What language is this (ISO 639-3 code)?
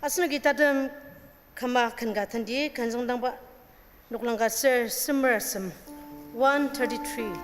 njo